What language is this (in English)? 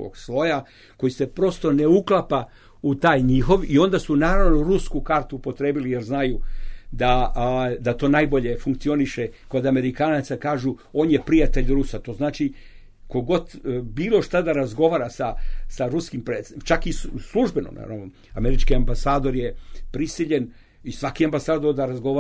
Serbian